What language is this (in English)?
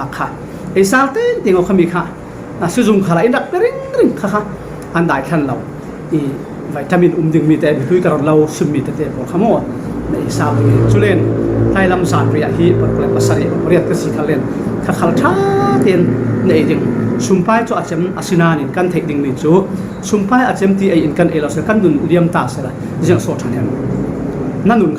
Falam Chin